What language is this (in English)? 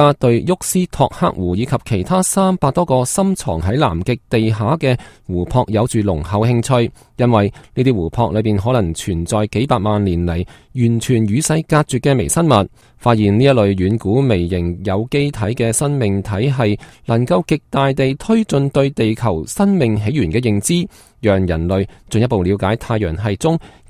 Cantonese